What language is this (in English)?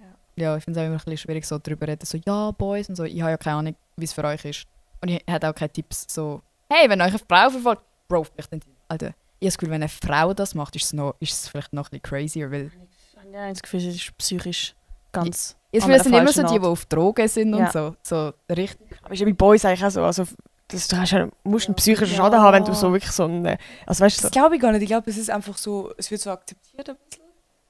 Swiss German